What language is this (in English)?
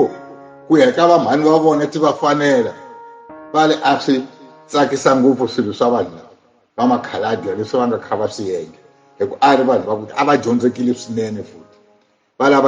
Tsonga